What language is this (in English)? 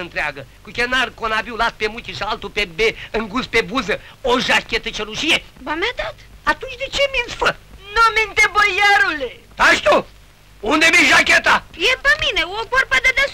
Romanian